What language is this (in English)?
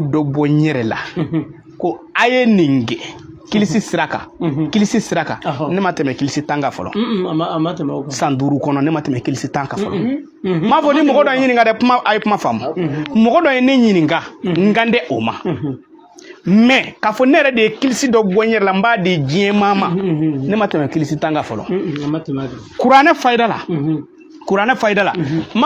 Bambara